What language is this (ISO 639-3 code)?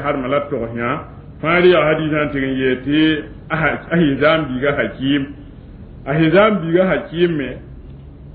mos